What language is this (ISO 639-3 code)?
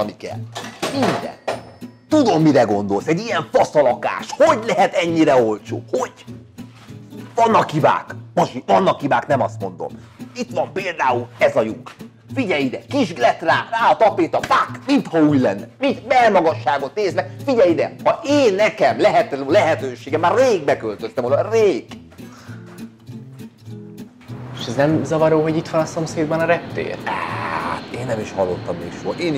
hun